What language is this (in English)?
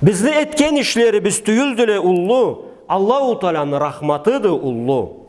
Karachay-Balkar